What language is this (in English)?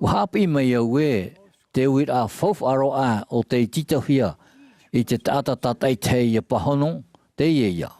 Tahitian